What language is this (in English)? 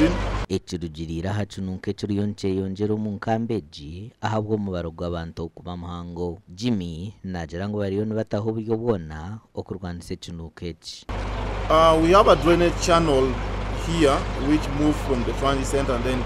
Nyankole